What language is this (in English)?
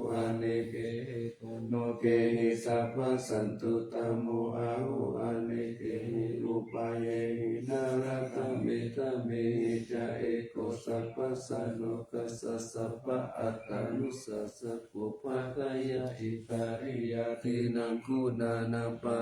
Pali